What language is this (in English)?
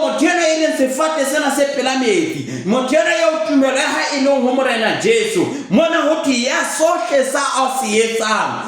Southern Sotho